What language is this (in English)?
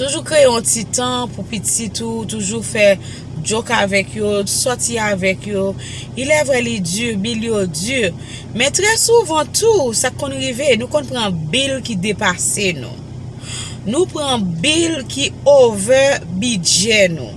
Haitian Creole